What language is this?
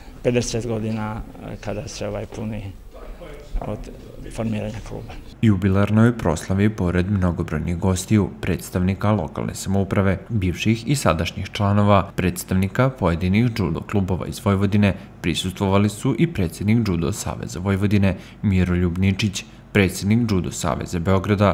Serbian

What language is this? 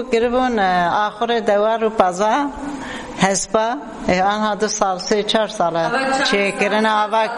Kurdish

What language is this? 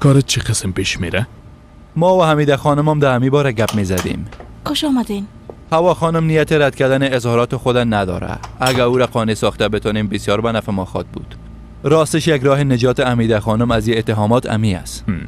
Persian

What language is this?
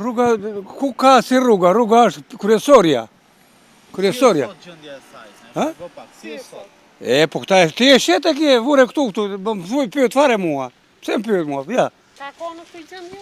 Albanian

